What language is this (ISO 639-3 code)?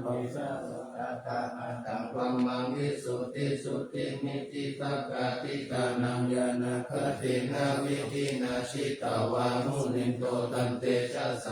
pli